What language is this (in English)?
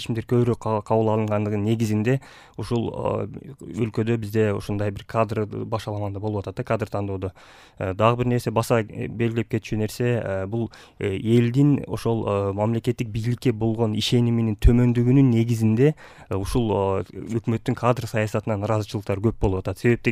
Kyrgyz